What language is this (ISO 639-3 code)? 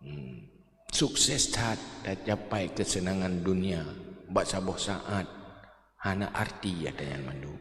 ace